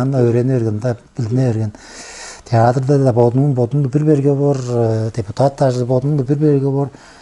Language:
Tuvinian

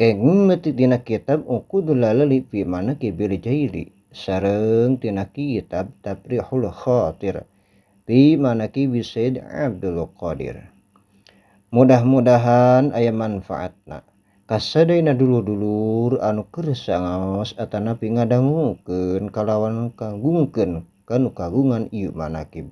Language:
Sundanese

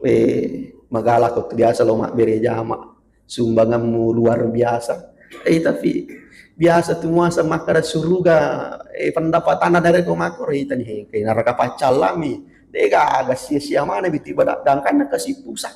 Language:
Buginese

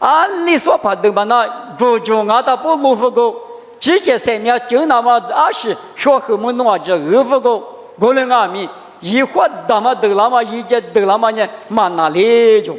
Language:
Lisu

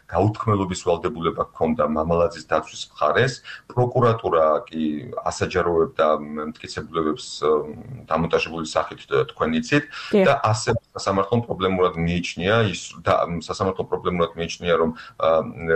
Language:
Georgian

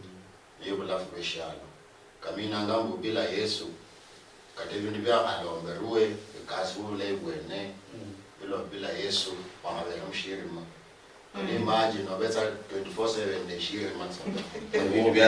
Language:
Luyia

